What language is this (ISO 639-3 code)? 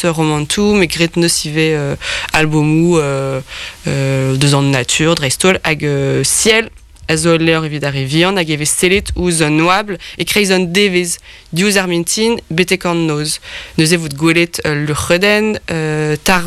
bre